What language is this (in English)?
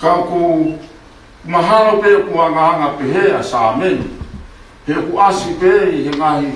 Tongan